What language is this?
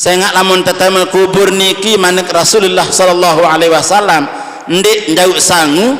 Sasak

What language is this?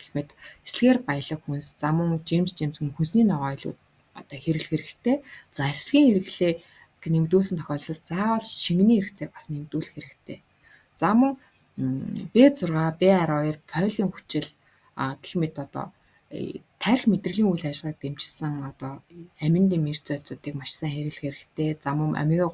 Mongolian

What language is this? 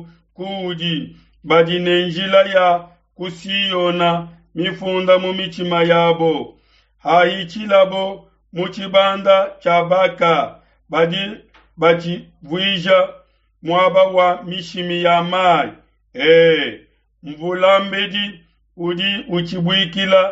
Luba-Lulua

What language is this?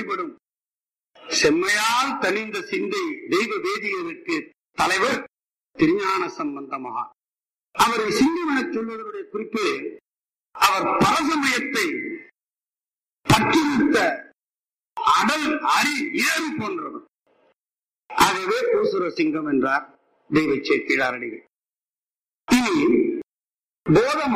Tamil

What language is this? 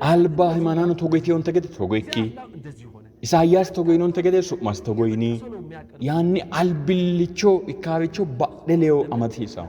Sidamo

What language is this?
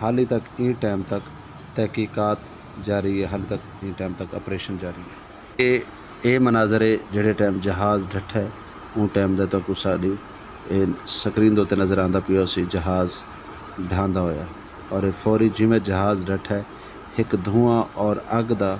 Western Panjabi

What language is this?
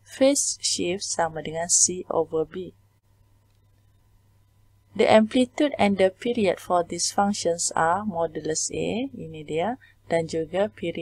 Malay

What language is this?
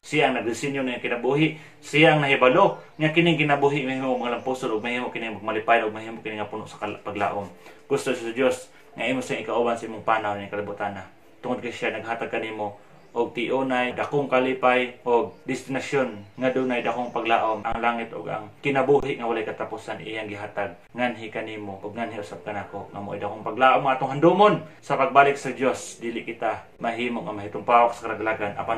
Cebuano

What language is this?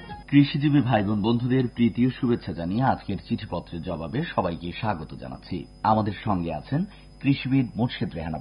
Bangla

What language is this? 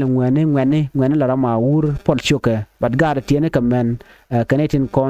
Nuer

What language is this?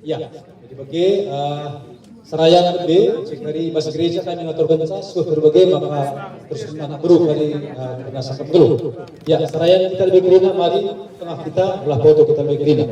Batak Karo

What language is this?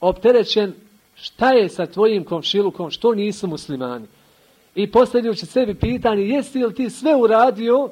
Bosnian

